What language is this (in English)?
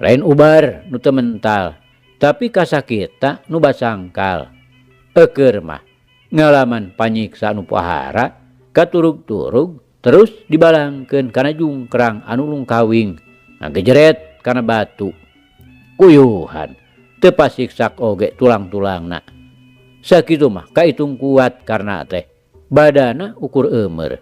Sundanese